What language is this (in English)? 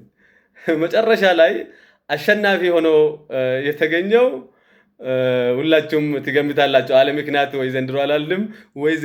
Amharic